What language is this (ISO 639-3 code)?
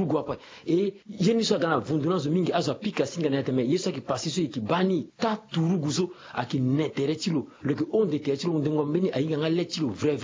sag